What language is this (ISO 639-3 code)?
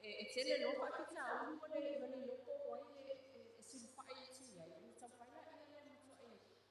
smo